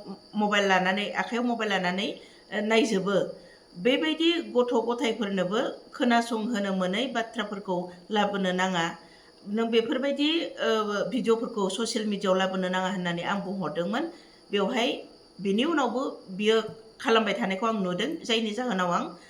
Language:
Bodo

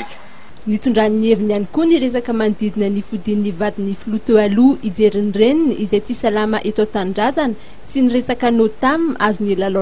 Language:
Malagasy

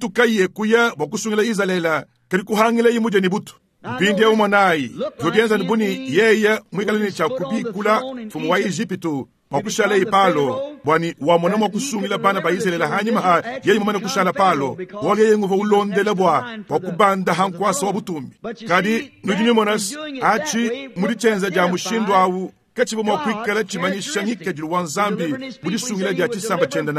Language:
Luba-Lulua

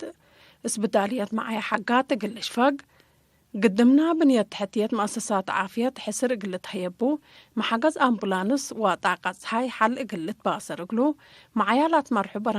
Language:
Tigre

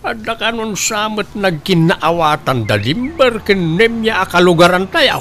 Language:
Iloko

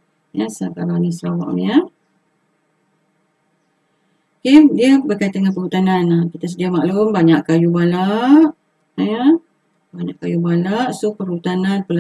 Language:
Malay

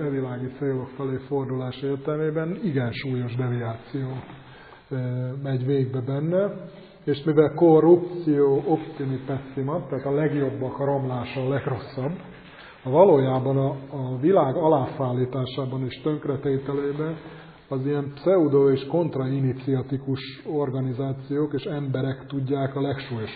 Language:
Hungarian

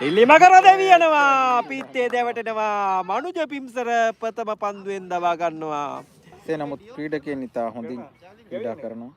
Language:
Sinhala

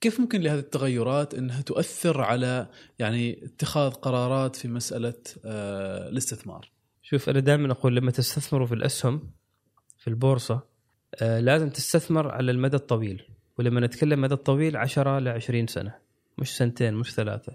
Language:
Gulf Arabic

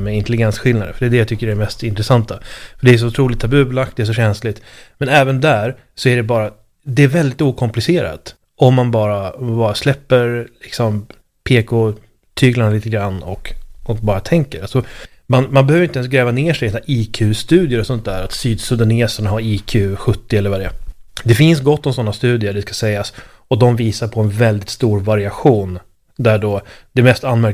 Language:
Swedish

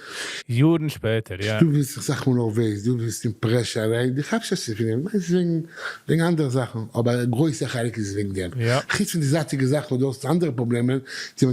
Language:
Yiddish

